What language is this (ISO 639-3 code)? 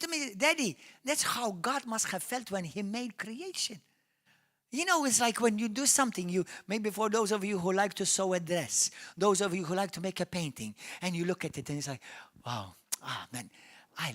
eng